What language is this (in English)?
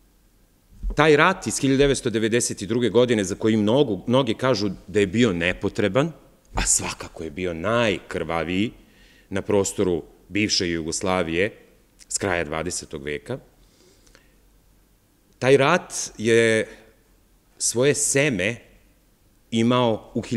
Serbian